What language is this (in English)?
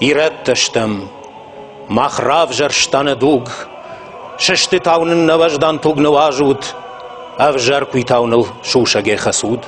Ossetic